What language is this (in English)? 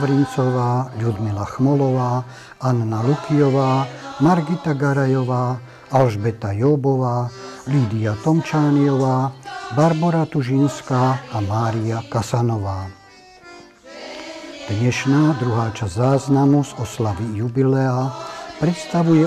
Slovak